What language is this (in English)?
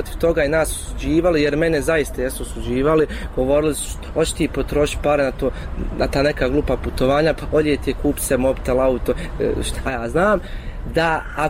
Bosnian